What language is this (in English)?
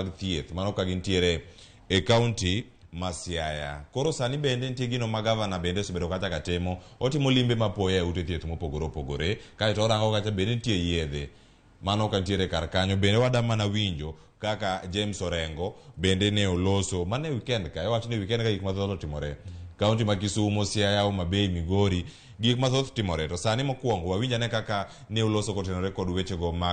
Luo (Kenya and Tanzania)